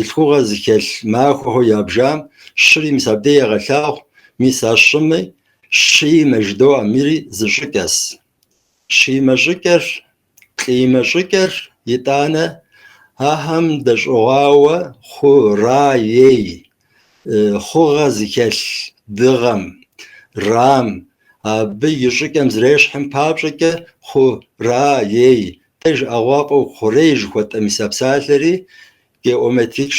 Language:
Kabardian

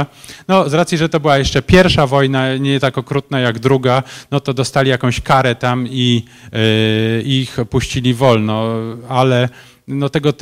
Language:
Polish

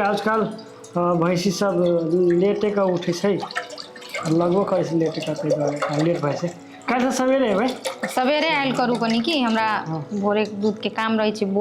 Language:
Maithili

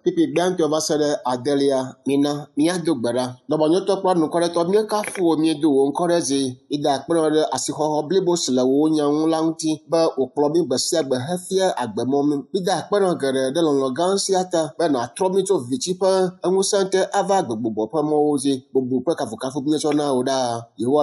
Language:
Ewe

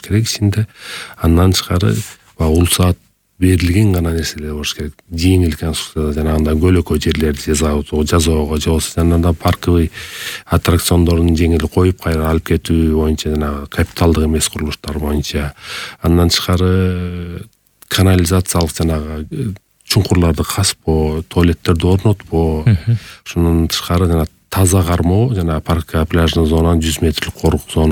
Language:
Kyrgyz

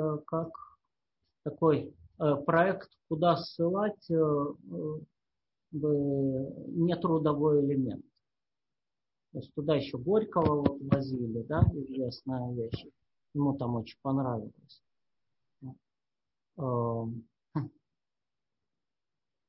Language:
Russian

